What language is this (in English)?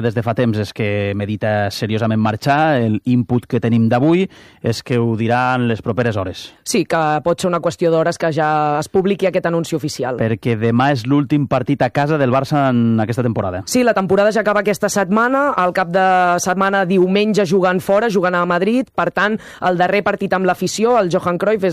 Catalan